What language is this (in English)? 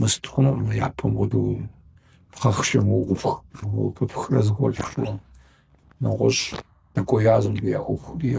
Kabardian